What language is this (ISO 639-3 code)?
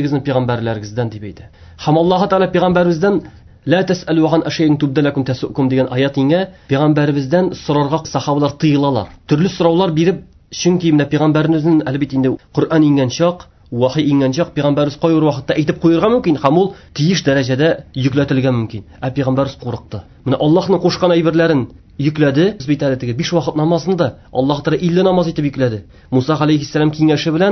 tat